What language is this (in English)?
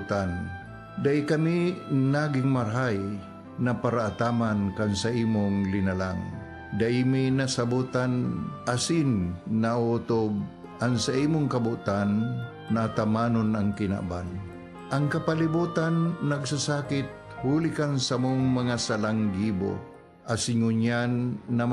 Bikol